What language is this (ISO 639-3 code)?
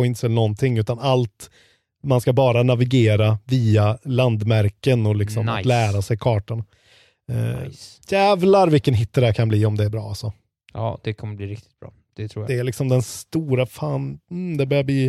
swe